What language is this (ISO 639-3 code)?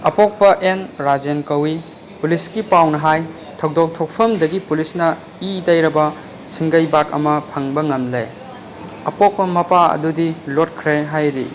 mni